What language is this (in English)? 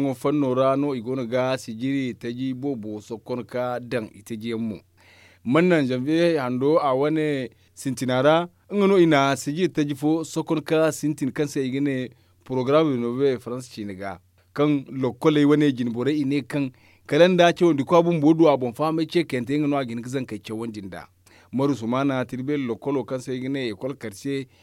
Zarma